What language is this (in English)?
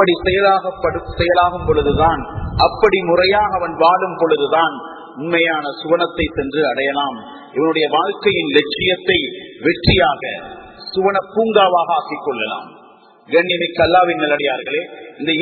Tamil